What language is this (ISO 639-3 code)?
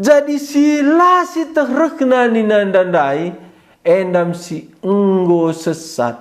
btx